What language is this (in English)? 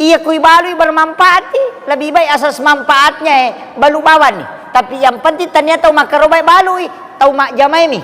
Buginese